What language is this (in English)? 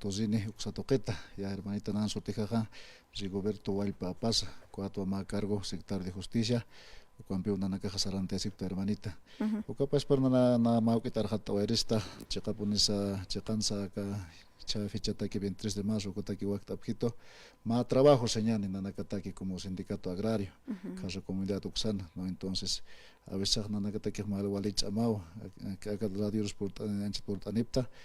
Aymara